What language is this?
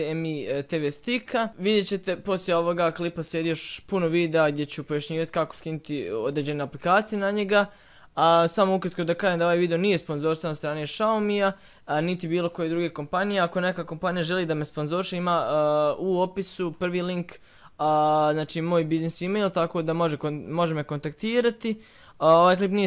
Bosnian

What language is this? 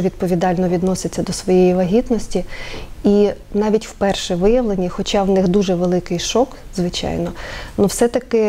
Ukrainian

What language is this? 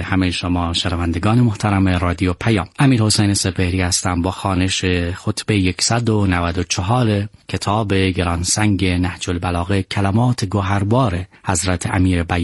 Persian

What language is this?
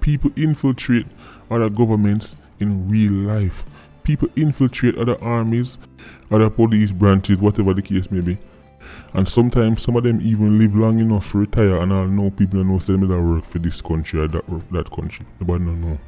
Jamaican Creole English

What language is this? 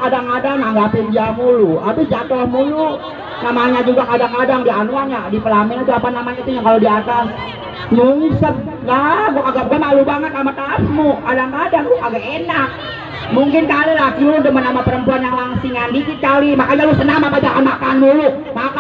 Betawi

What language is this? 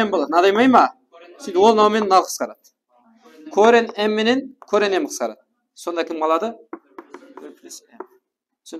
Kara-Kalpak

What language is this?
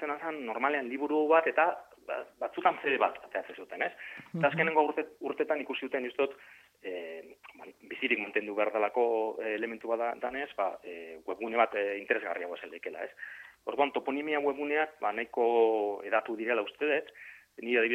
Basque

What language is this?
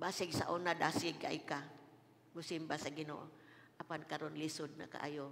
Cebuano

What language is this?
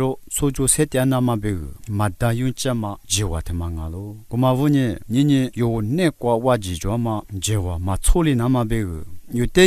Lisu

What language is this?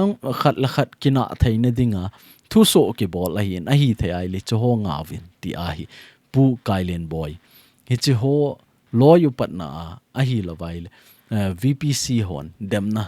Thado Chin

